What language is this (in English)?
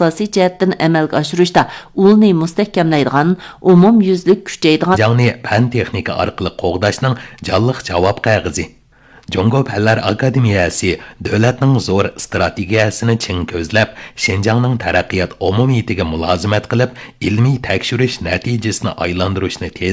Uyghur